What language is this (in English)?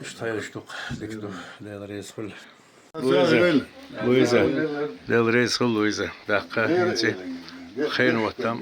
Chechen